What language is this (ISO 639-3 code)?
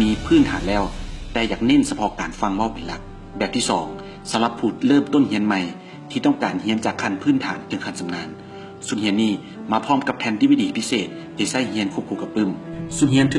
lao